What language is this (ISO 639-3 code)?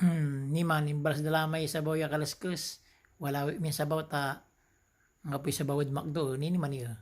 pag